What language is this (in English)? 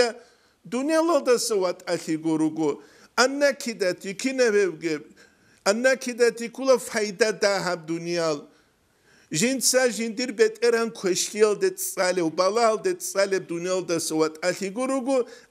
Avaric